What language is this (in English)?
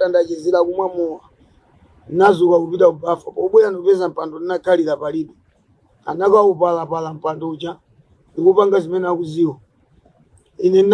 Nyanja